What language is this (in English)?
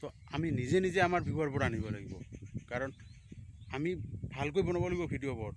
Assamese